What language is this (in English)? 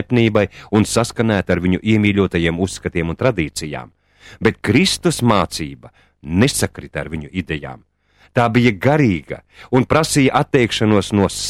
Latvian